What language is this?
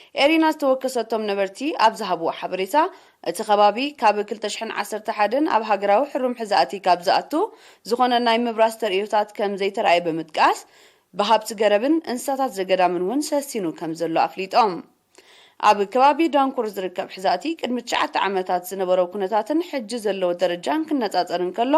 Tigrinya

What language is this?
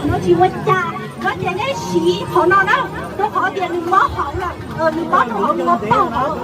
Hmong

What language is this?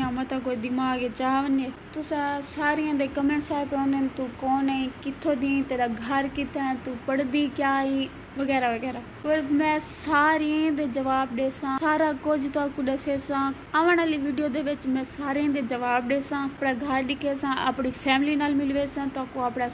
Saraiki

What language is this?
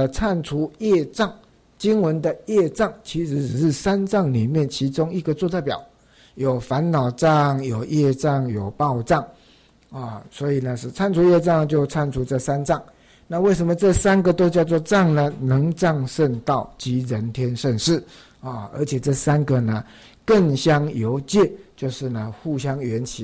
Chinese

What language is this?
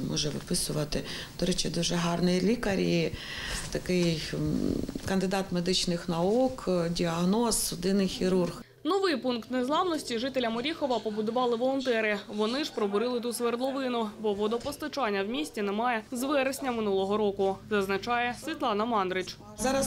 Ukrainian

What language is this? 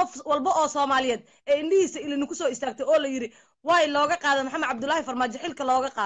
Somali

